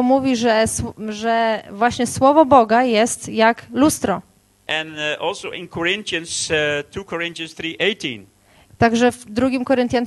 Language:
Polish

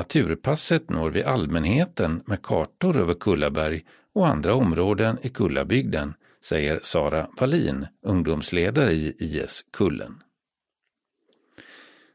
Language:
Swedish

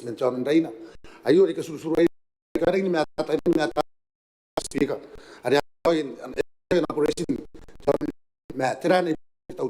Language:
Gilbertese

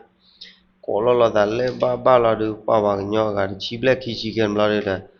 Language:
S'gaw Karen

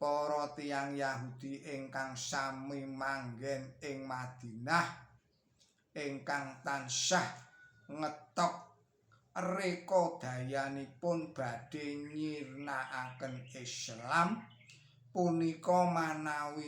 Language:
Javanese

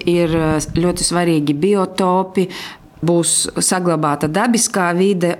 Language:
Latvian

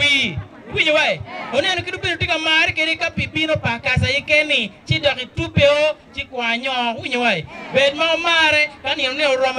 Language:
Acoli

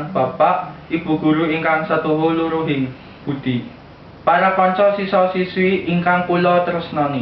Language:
Javanese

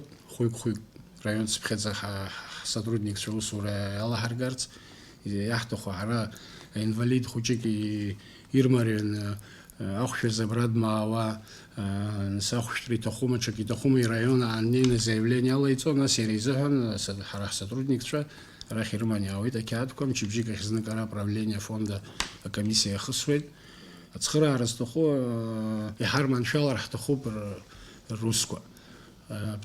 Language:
Abkhazian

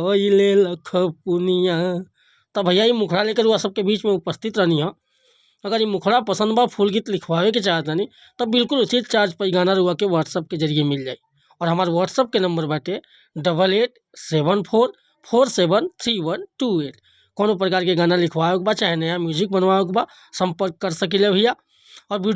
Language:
Bhojpuri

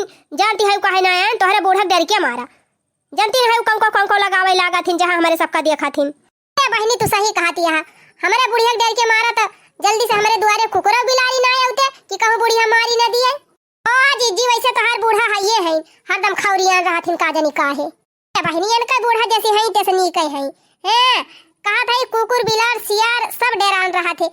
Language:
Awadhi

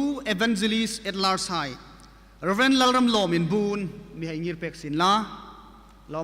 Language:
Hmar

